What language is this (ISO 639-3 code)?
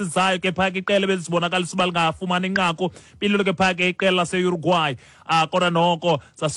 xho